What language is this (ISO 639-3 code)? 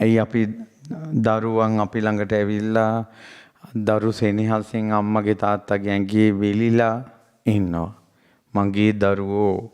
sin